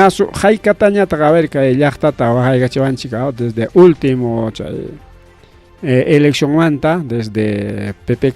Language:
Ayacucho Quechua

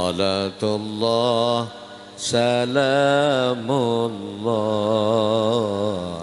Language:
Sasak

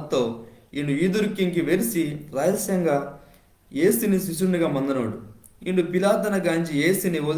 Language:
Koya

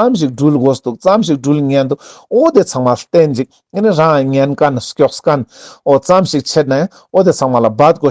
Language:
Ladakhi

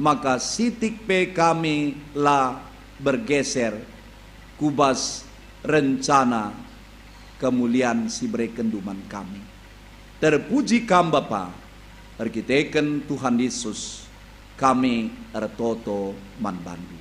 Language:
Batak Karo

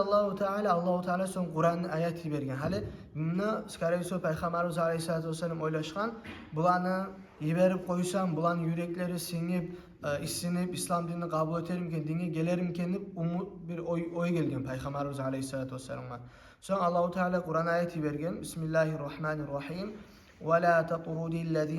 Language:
Kumyk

